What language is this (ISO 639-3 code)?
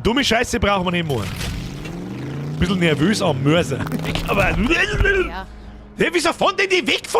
bar